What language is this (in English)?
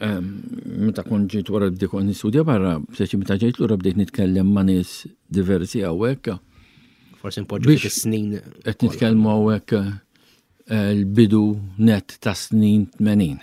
Maltese